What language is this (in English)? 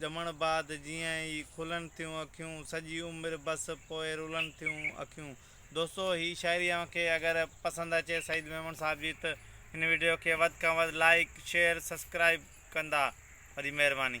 Sindhi